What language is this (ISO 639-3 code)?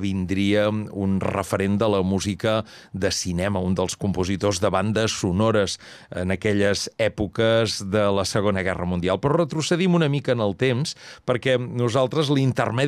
cat